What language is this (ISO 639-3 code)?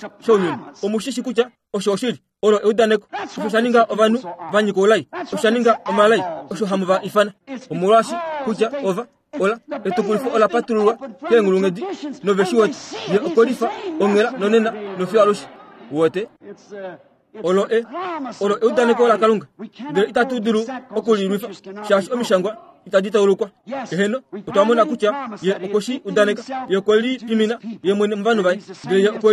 kua